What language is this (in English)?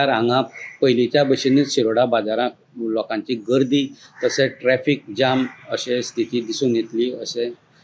Konkani